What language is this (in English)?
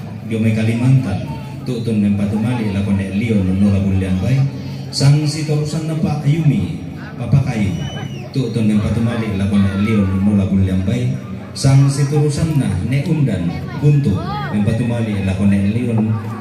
Toraja-Sa'dan